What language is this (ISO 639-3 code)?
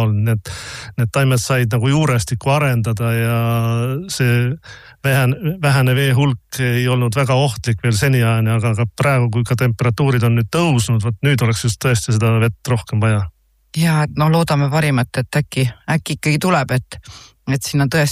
est